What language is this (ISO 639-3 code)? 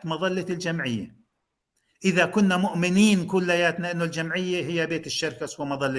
apc